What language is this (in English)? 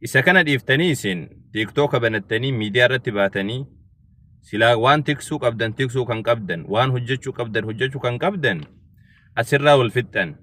Oromo